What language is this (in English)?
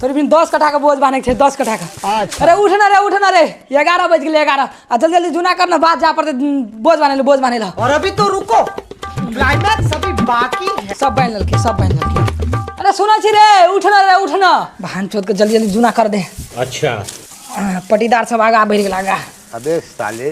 Maithili